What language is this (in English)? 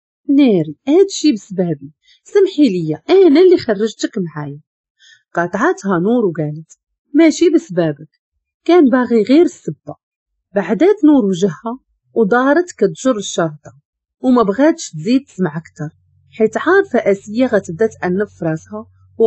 Moroccan Arabic